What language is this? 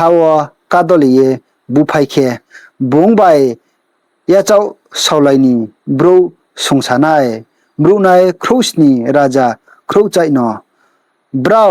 Riang (India)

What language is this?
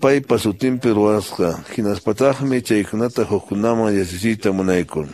Quechua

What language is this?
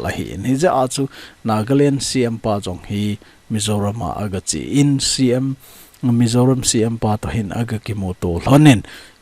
Thado Chin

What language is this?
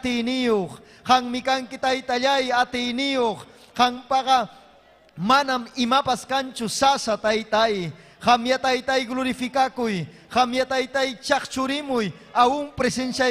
Ayacucho Quechua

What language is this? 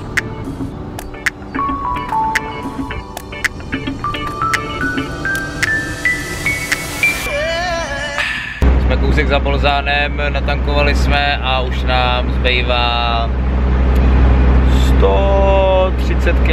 Czech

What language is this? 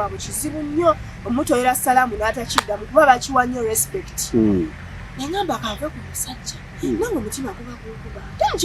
Ganda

